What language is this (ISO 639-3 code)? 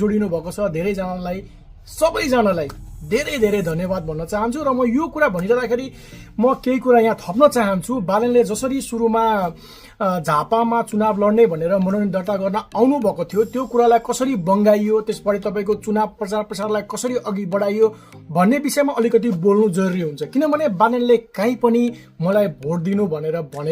nep